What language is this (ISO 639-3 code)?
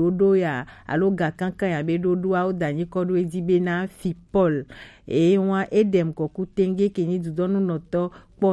gej